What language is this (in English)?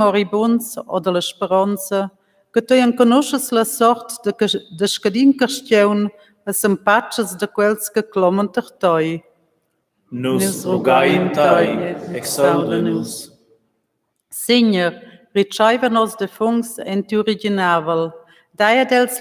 Romansh